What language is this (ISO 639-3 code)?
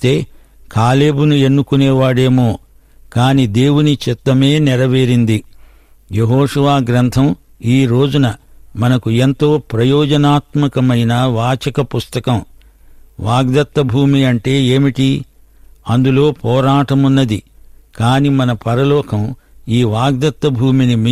tel